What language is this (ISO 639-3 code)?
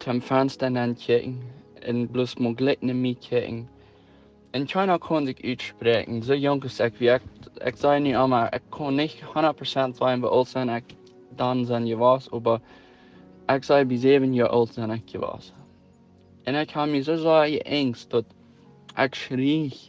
pdt